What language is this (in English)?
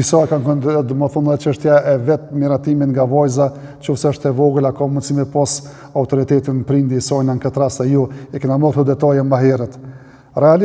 Albanian